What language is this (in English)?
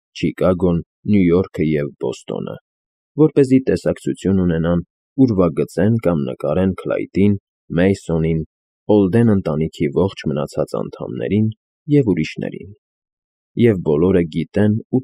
Armenian